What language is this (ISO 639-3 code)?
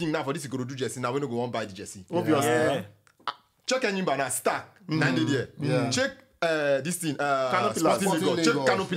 pcm